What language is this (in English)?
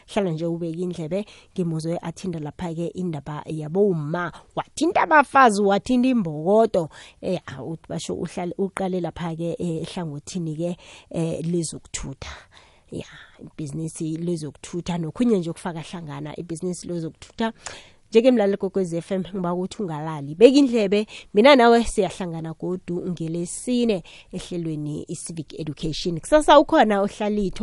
South Ndebele